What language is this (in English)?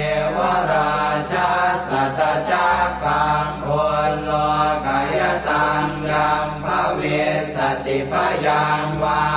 Pali